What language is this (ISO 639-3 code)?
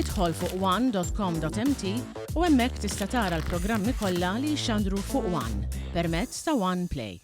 mlt